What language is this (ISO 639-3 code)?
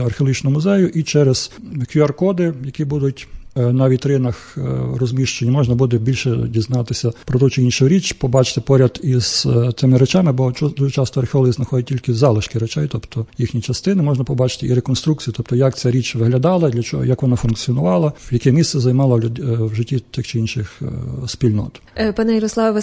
ukr